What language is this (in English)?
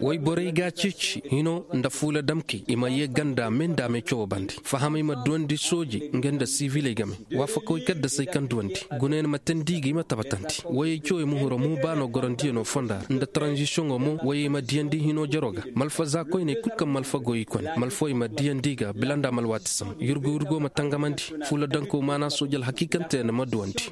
Koyraboro Senni